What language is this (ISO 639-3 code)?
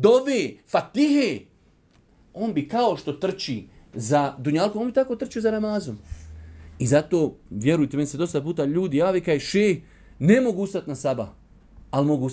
bos